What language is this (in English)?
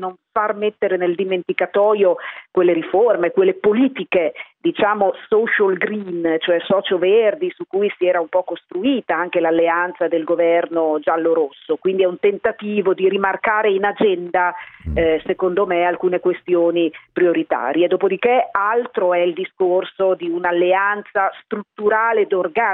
Italian